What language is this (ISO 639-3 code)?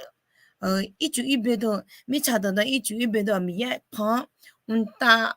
ahk